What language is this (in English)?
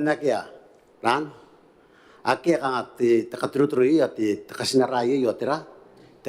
Gilbertese